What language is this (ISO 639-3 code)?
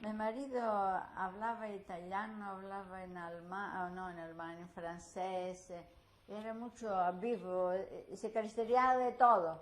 lad